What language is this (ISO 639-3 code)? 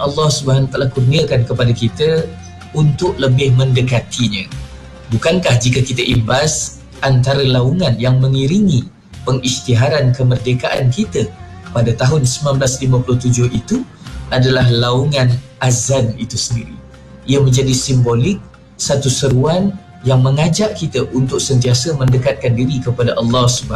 msa